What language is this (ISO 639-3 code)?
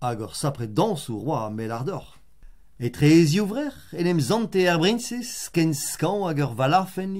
bre